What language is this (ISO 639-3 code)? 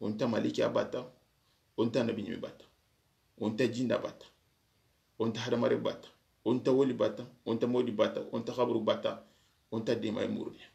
snk